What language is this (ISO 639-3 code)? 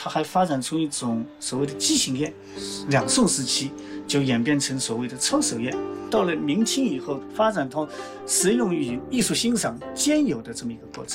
zho